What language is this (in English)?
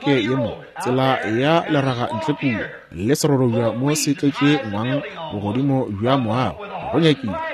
Northern Sotho